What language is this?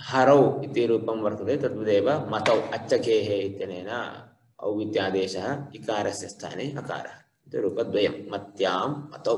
Sanskrit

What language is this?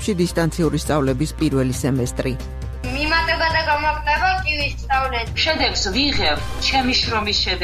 Georgian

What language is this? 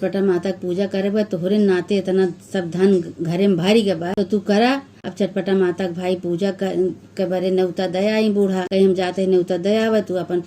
Awadhi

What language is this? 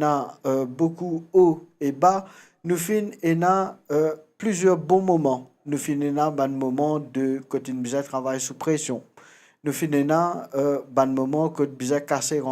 Morisyen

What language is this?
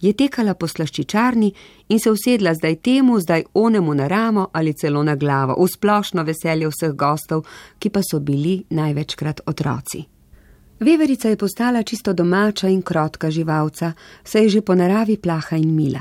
Slovenian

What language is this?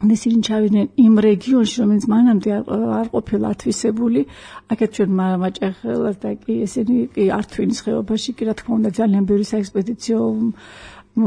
Georgian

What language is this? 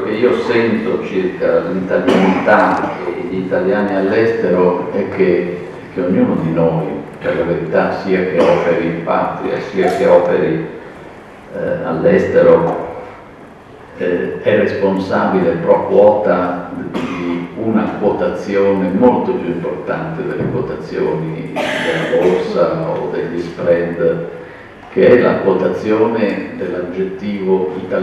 Italian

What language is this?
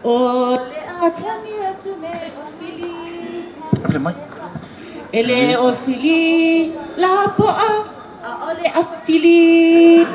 Samoan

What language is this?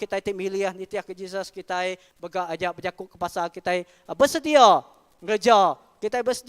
Iban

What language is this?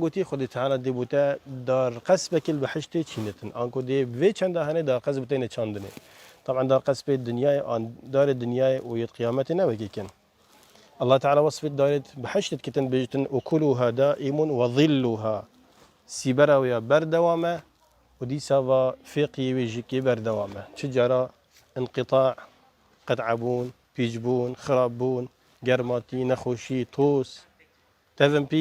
Kurdish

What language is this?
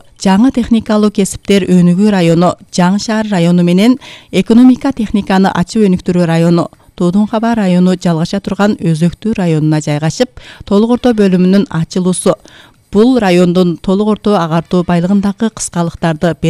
Kyrgyz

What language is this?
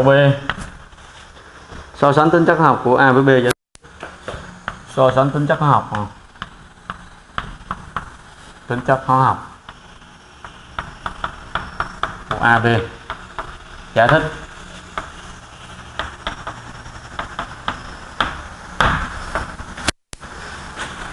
Vietnamese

